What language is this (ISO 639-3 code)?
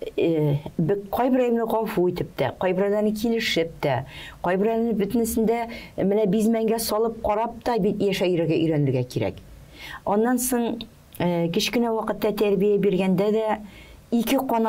tat